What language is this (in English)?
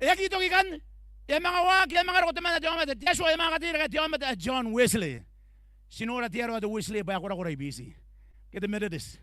Gilbertese